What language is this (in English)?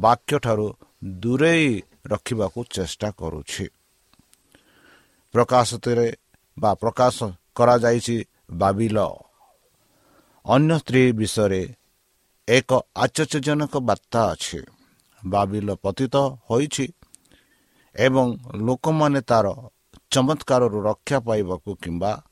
Odia